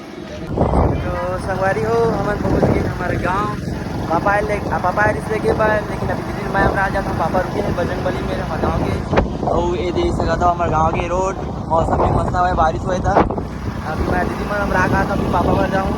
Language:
Chhattisgarhi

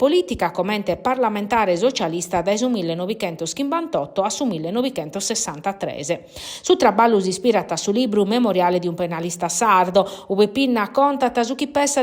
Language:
Sardinian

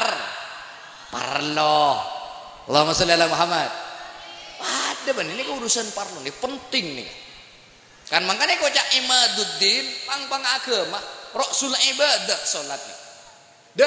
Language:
Madurese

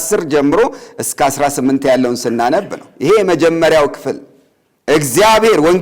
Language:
Amharic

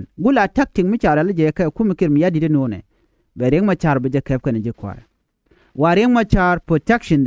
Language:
Nuer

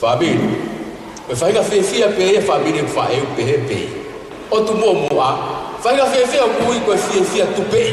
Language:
Tongan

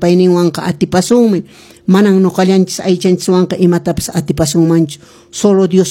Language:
Quechua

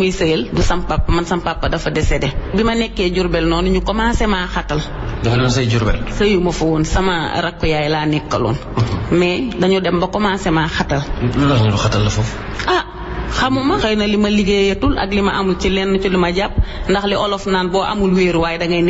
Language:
Wolof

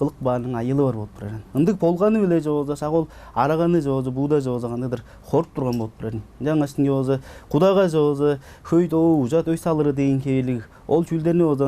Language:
Tuvinian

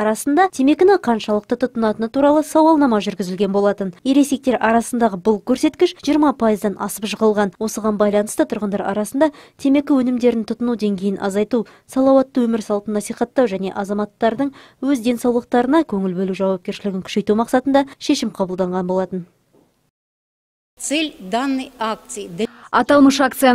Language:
Kazakh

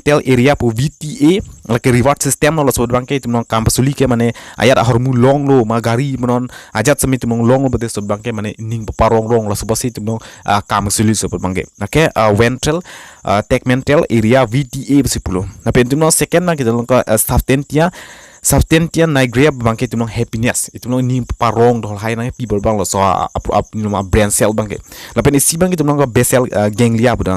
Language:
Karbi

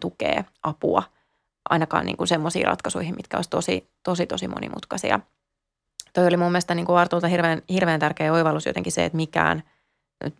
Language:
Finnish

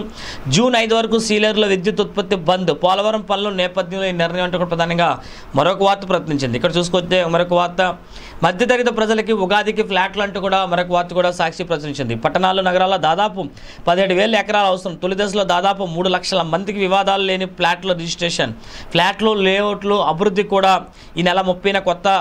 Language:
Telugu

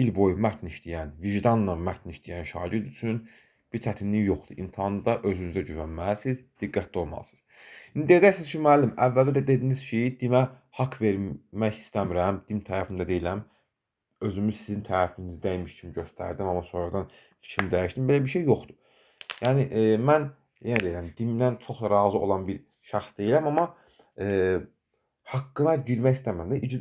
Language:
Azerbaijani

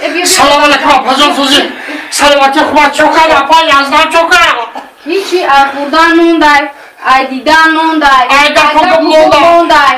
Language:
Tajik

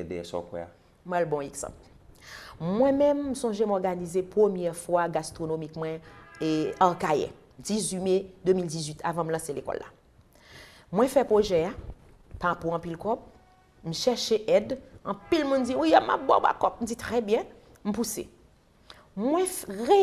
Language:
Haitian Creole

